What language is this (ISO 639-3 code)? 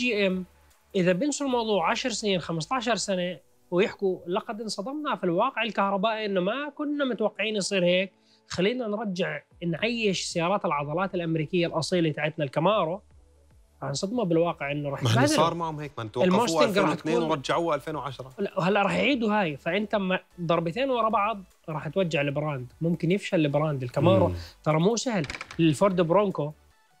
acm